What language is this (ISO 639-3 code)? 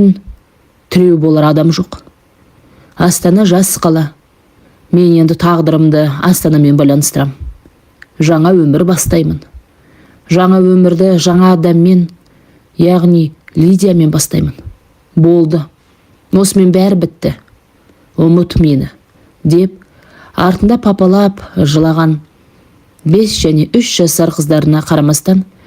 kaz